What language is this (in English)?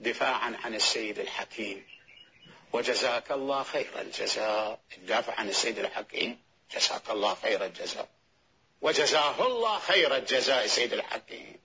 Mesopotamian Arabic